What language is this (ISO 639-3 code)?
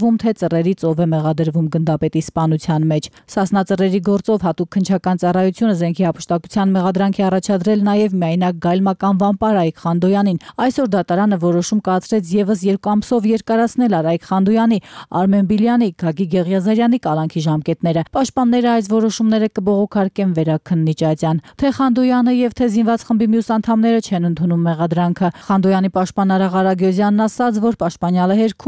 hye